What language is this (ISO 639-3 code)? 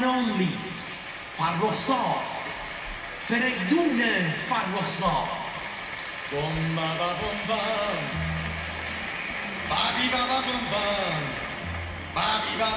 fas